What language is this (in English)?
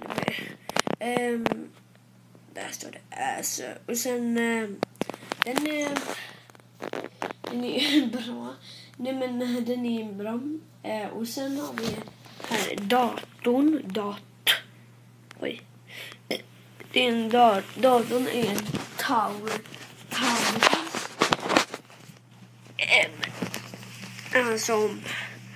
Swedish